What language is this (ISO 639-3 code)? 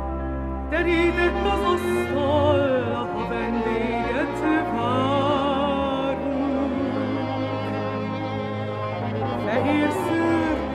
hun